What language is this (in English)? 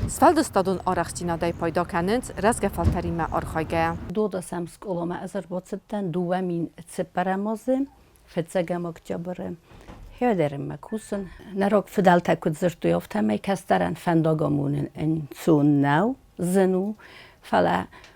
Ossetic